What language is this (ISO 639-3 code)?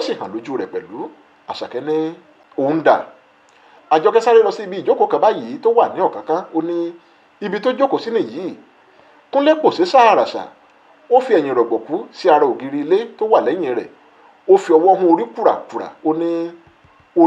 yor